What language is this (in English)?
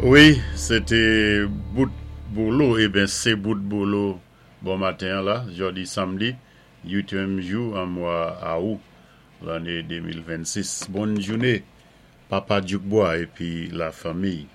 Saint Lucian Creole French